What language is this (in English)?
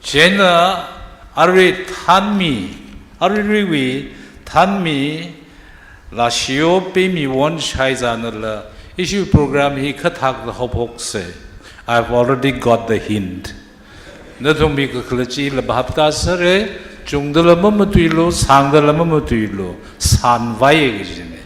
Tangkhul Naga (India)